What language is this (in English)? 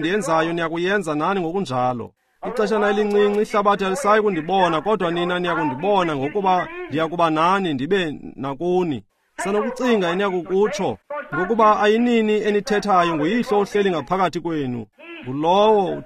Xhosa